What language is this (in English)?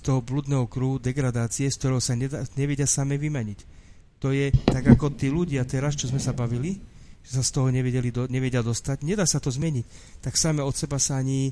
Slovak